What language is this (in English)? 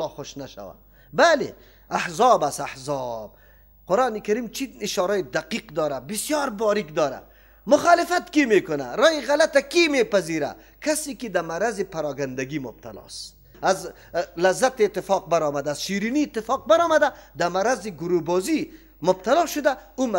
Persian